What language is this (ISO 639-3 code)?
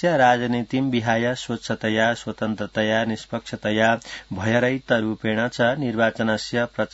san